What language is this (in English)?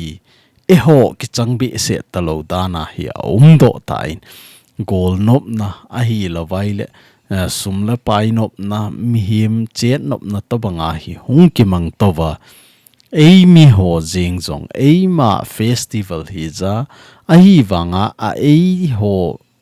Thado Chin